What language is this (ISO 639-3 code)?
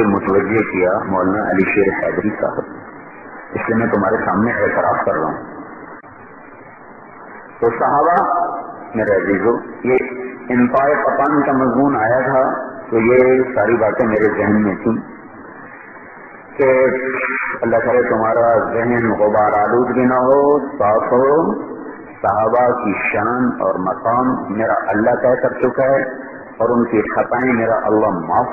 urd